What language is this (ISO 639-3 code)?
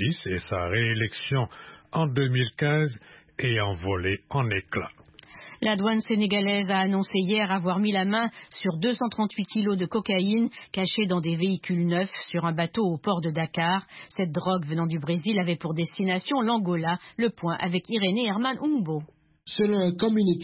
fra